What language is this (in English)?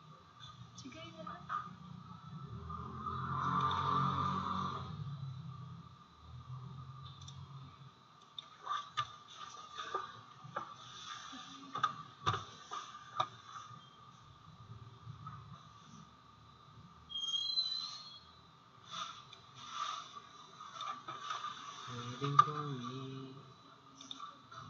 Filipino